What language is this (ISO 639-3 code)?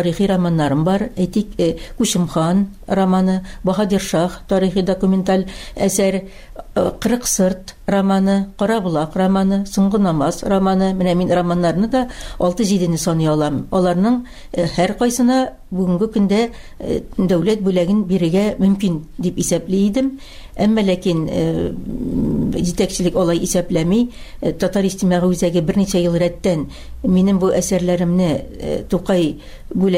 tat